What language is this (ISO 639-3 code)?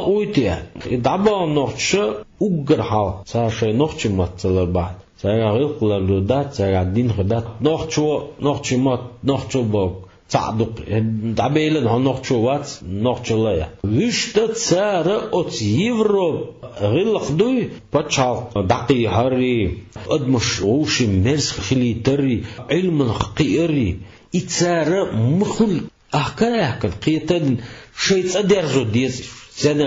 che